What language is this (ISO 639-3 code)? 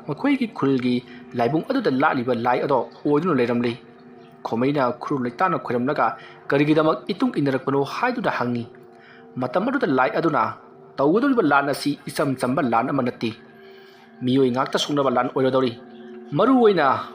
mni